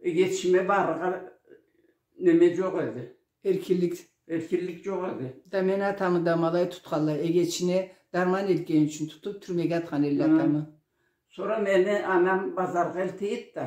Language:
Karachay-Balkar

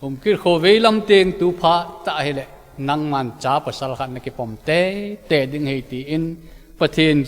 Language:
Thado Chin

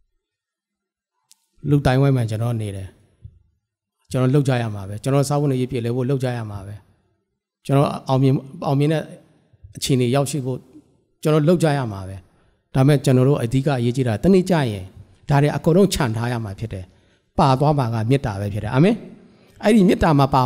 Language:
Burmese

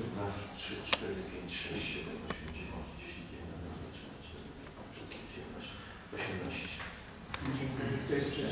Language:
Polish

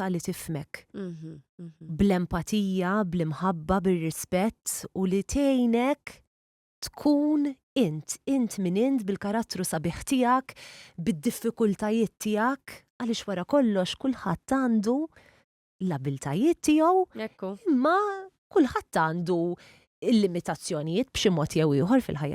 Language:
Maltese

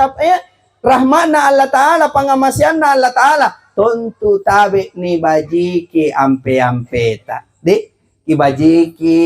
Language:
Makasar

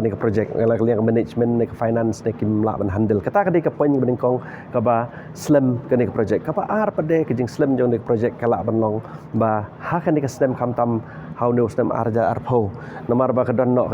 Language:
Khasi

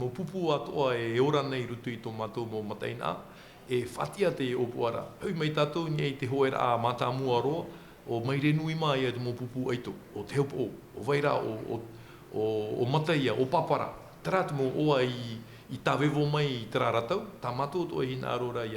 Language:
Tahitian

